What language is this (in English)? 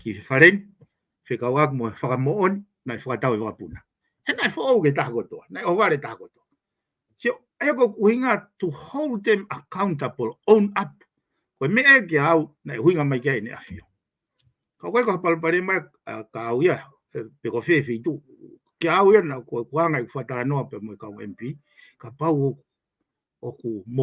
Tongan